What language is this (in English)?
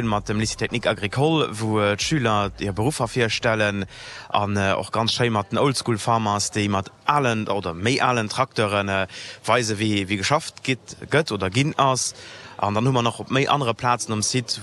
Luxembourgish